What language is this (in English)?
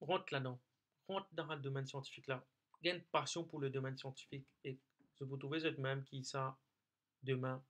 Morisyen